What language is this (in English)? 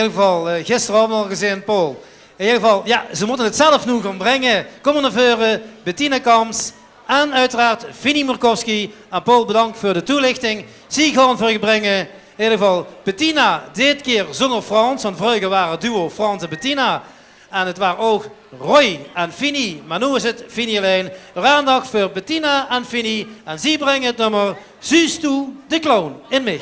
Limburgish